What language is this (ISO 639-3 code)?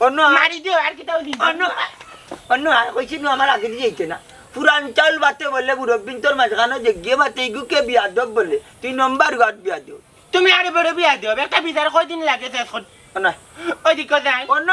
syl